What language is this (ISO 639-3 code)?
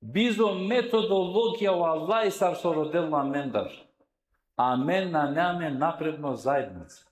rmn